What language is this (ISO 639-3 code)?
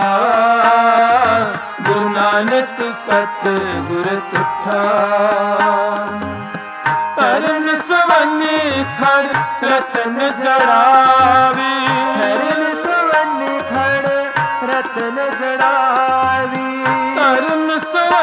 pan